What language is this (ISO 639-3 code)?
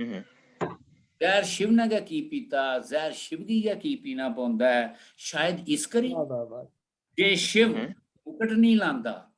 doi